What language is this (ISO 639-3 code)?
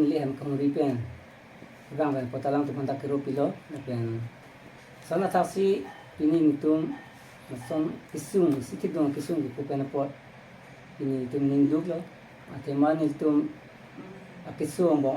mjw